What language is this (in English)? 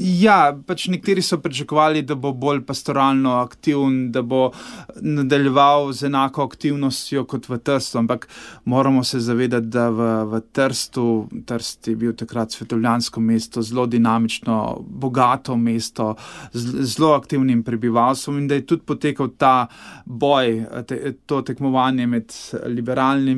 Slovenian